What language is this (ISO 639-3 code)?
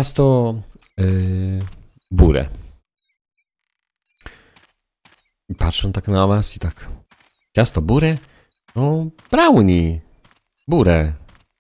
pol